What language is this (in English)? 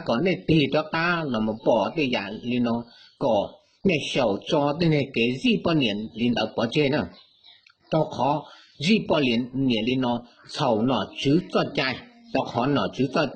Hmong